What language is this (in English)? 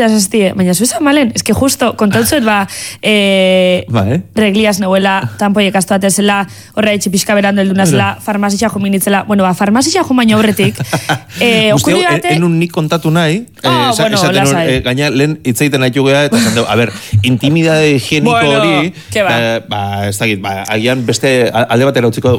Basque